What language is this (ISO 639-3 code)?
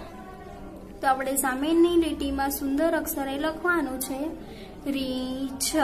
guj